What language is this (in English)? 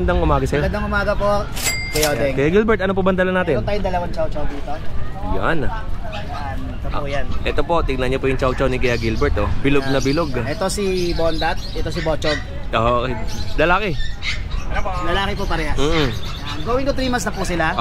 Filipino